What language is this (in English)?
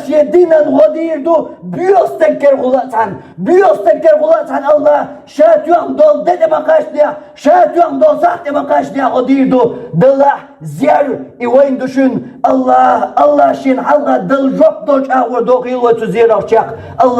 Chechen